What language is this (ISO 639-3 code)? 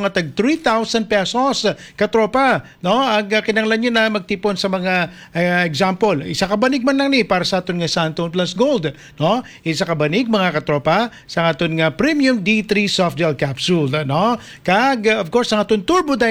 hil